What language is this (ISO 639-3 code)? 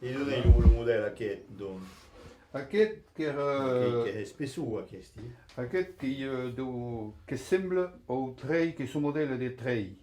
oci